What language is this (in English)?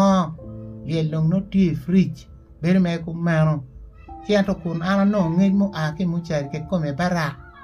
Acoli